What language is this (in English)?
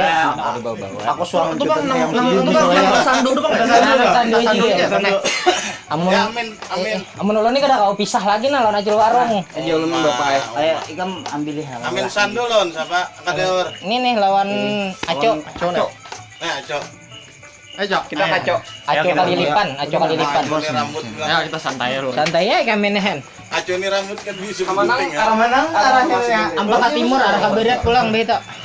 Banjar